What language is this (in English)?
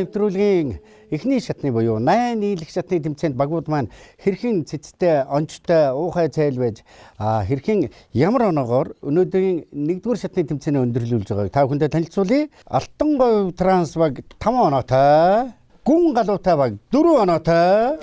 Mongolian